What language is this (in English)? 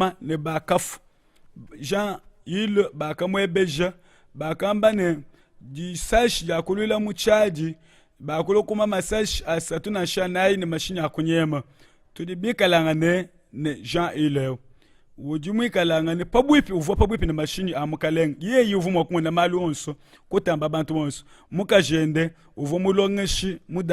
Luba-Lulua